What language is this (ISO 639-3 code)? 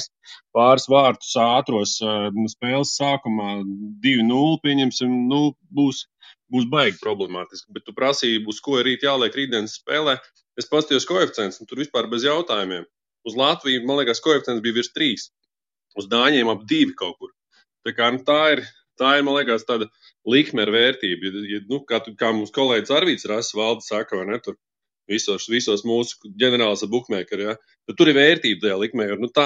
lav